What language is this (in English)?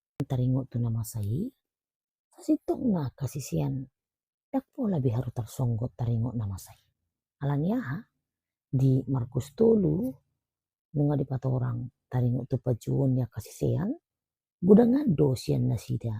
Batak Toba